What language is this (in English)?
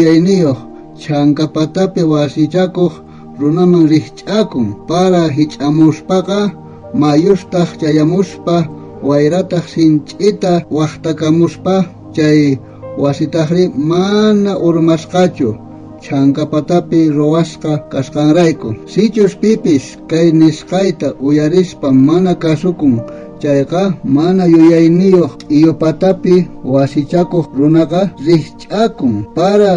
South Bolivian Quechua